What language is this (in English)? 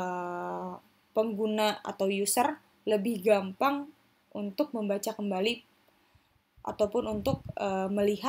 Indonesian